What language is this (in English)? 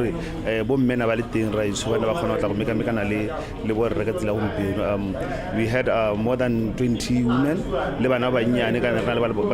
Tswana